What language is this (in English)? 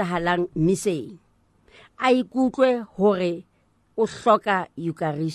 Southern Sotho